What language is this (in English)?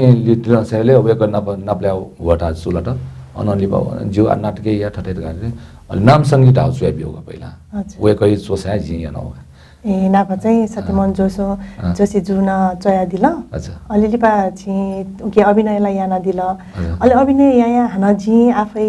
Newari